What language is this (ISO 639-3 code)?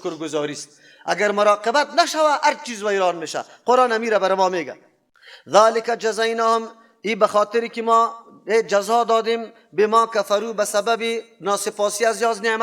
fas